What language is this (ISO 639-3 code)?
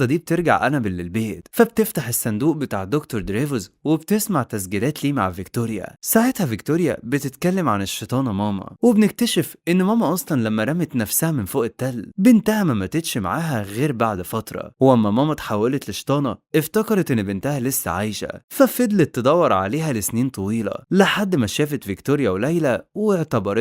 arz